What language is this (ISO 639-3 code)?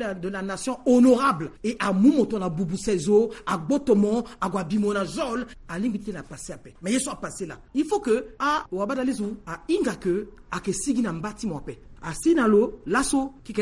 sag